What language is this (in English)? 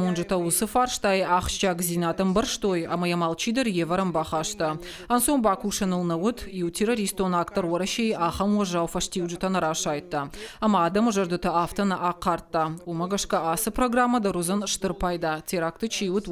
Ossetic